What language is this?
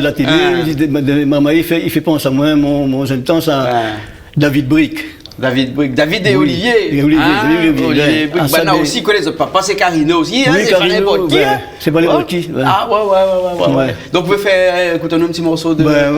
Réunion Creole French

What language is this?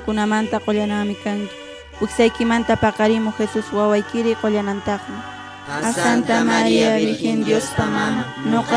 Quechua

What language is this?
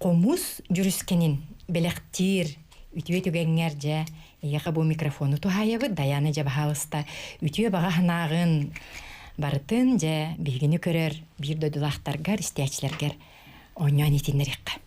Yakut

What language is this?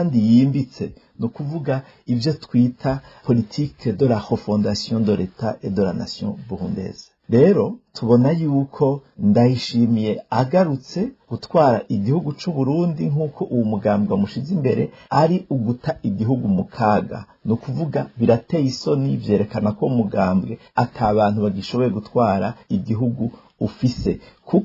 Rundi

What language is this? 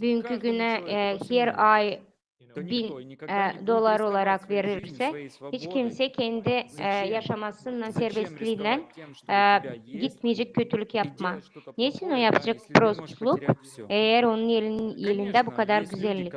Gagauz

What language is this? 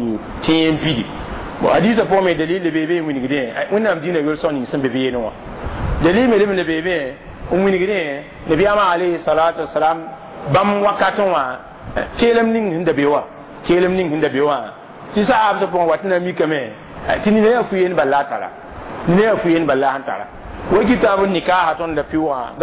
Mossi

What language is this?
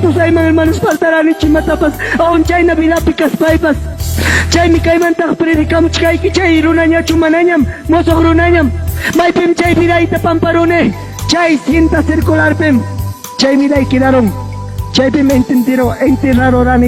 Ayacucho Quechua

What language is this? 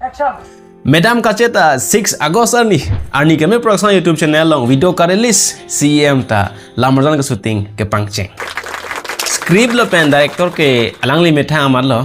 Karbi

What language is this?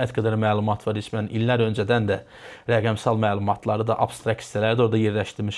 Azerbaijani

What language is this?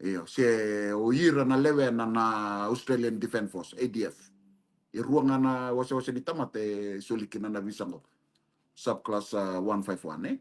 Fijian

